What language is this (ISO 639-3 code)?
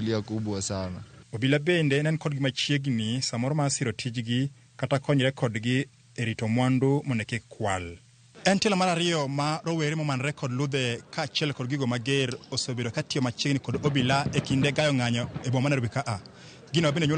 luo